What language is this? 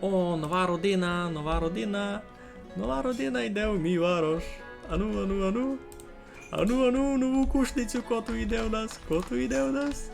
Rusyn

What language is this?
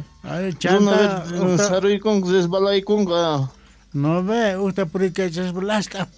South Bolivian Quechua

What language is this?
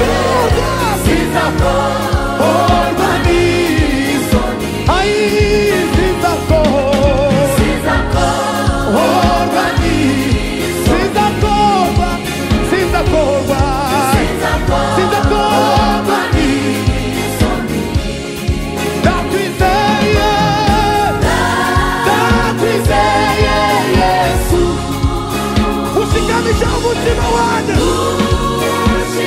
Kinyarwanda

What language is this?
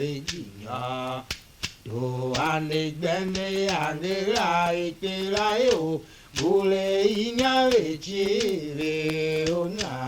Tiv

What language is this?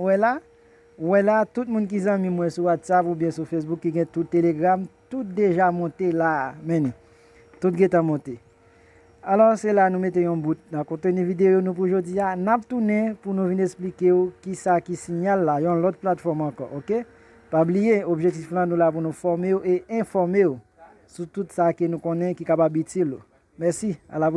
Haitian Creole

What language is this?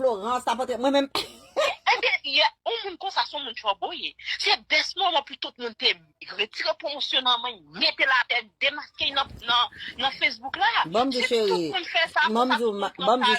Haitian Creole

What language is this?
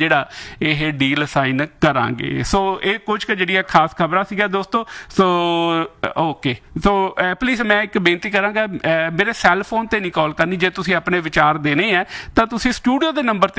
Punjabi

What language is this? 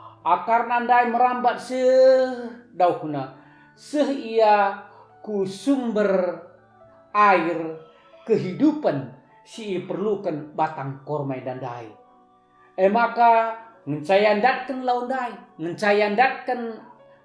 Batak Karo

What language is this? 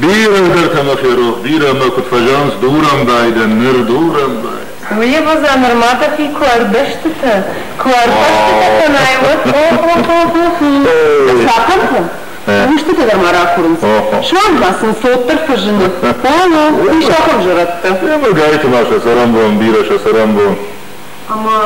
Ossetic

